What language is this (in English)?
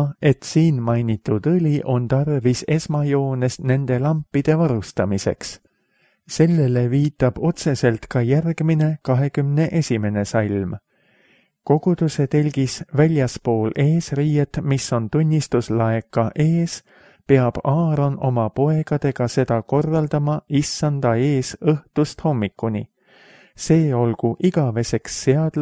Estonian